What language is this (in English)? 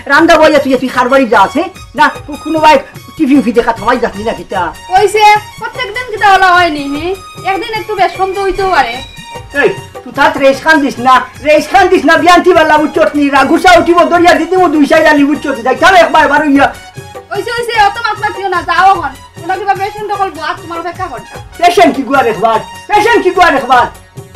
Sylheti